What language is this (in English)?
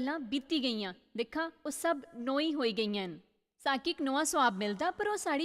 Dogri